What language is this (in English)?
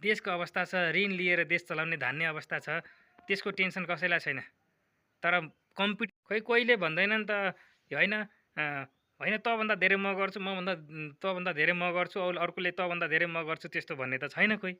Nepali